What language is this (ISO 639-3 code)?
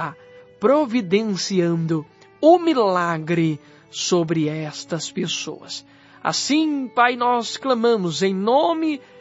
por